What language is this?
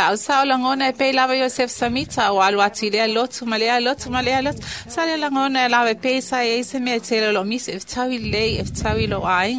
Samoan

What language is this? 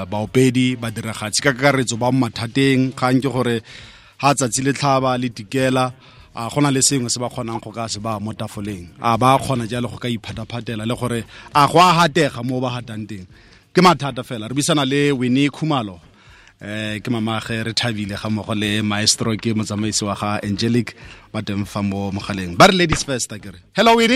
Tswana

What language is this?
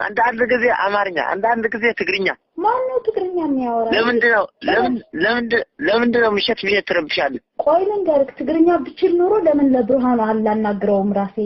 Amharic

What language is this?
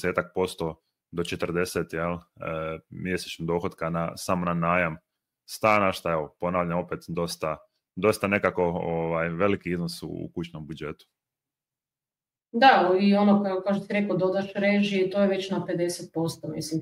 Croatian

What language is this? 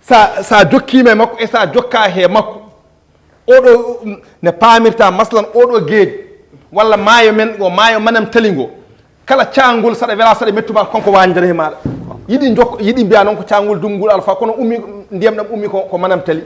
Fula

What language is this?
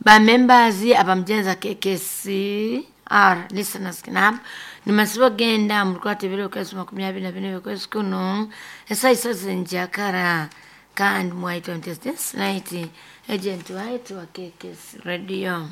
Nyoro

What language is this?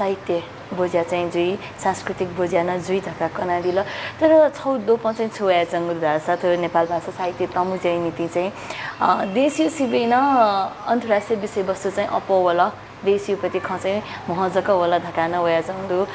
Newari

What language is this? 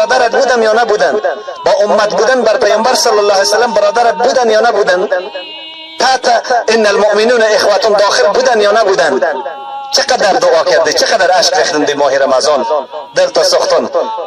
Persian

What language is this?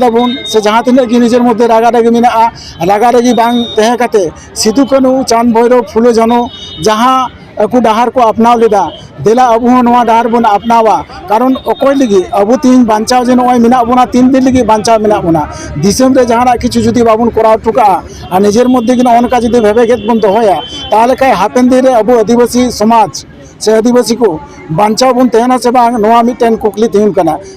Santali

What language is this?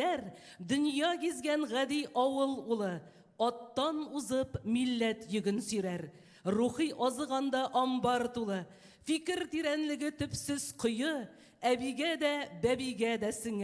Tatar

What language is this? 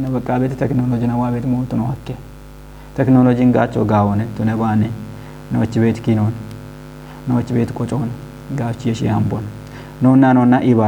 Kafa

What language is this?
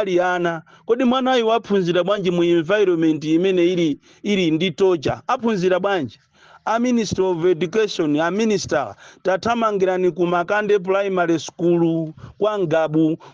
Nyanja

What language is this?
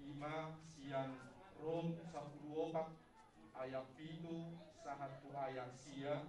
Batak Toba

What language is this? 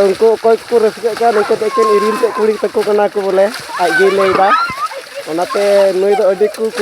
Santali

